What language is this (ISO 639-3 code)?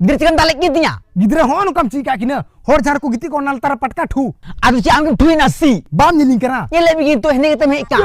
sat